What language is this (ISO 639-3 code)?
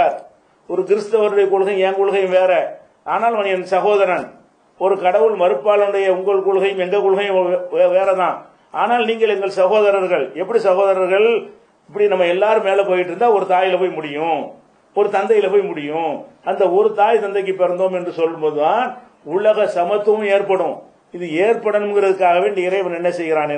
tam